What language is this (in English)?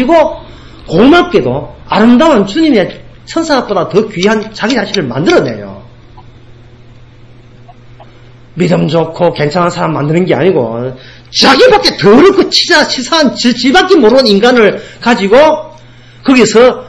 Korean